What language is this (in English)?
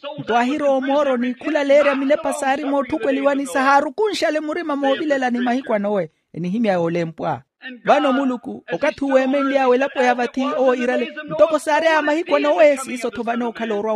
Makhuwa